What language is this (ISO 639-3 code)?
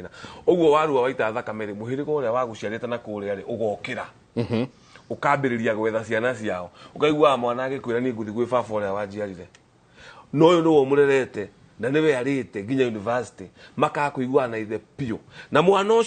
kik